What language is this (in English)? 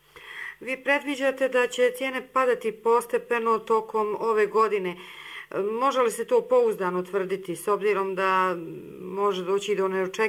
Bosnian